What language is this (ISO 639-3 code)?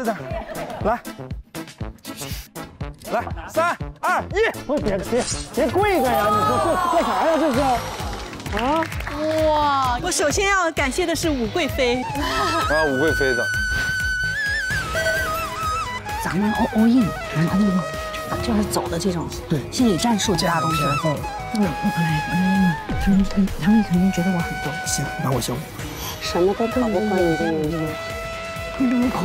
zho